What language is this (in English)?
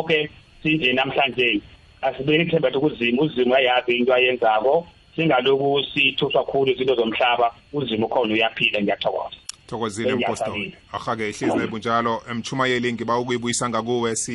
South Ndebele